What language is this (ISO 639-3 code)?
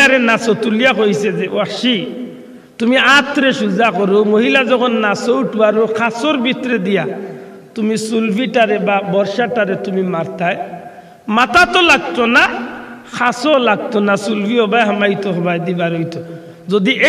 syl